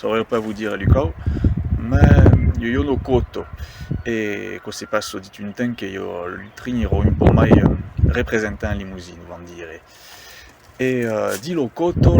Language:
Occitan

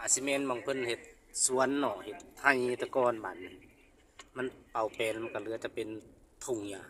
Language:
Lao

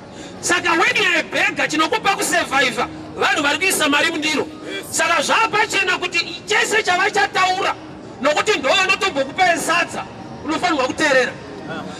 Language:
Shona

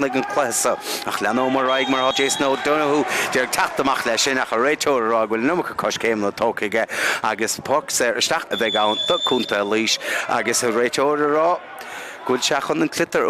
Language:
Irish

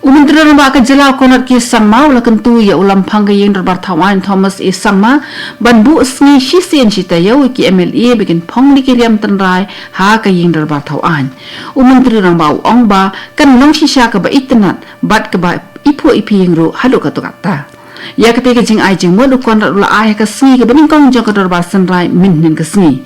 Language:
Khasi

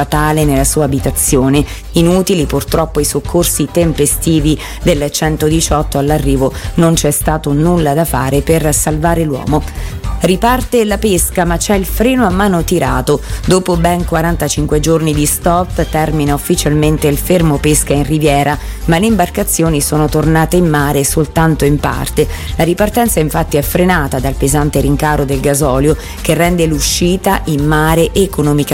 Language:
Italian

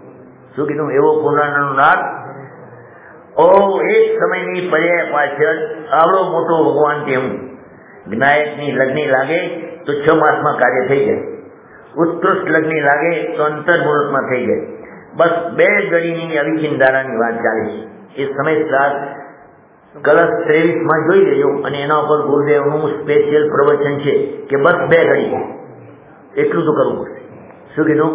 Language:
Gujarati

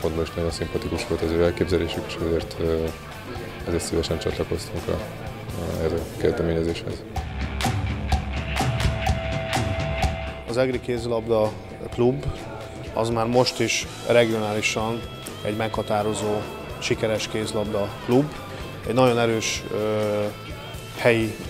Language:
Hungarian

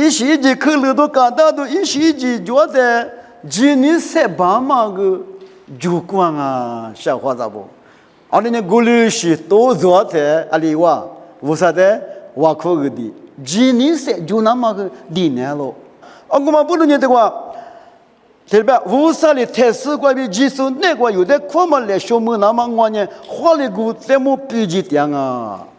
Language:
Lisu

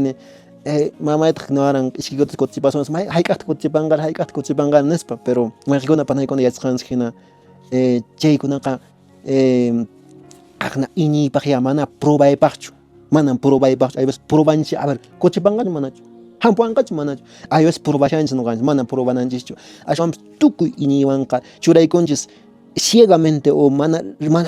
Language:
Quechua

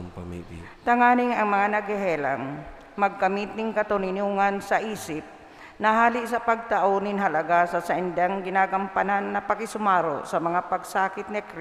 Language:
Bikol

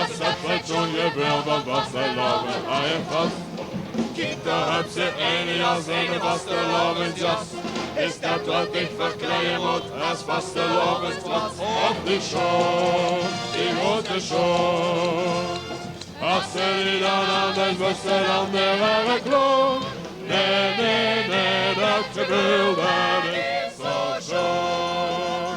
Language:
Limburgish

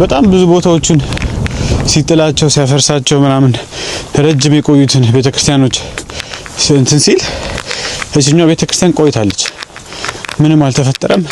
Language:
Amharic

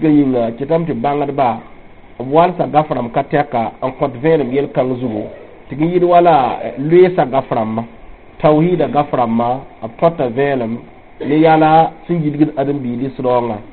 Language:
Mossi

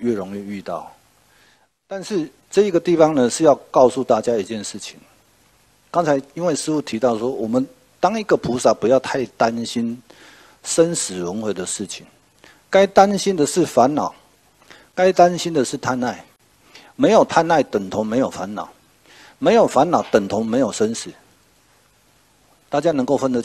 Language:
Chinese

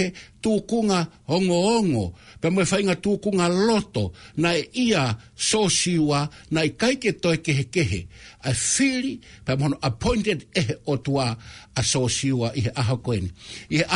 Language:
Tongan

